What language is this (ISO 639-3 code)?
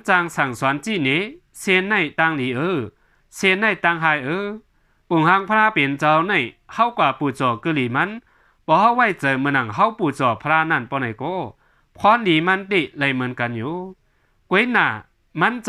shn